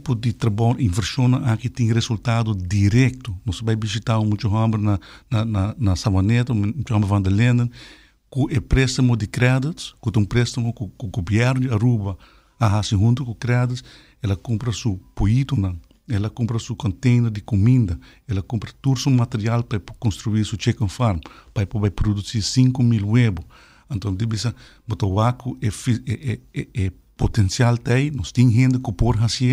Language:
Papiamento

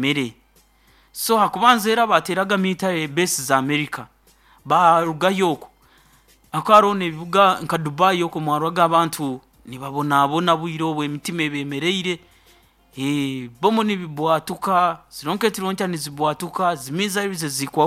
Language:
Nyoro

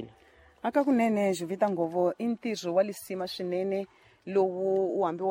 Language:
Tsonga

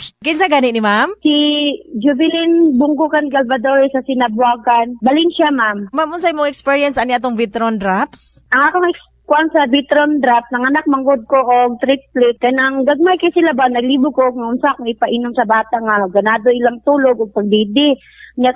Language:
Cebuano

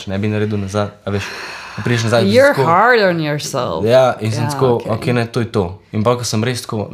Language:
Slovenian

